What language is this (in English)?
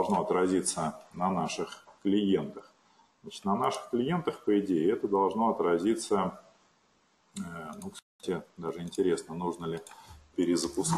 Russian